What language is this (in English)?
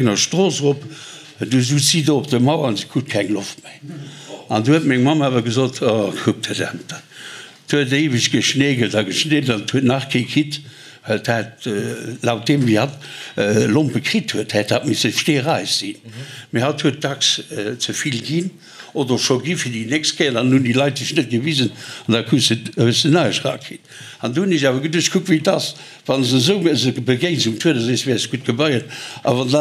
Luxembourgish